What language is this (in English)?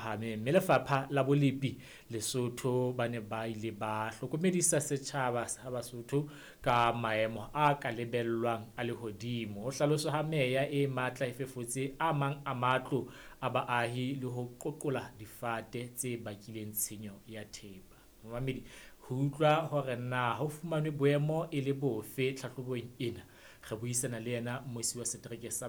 Southern Sotho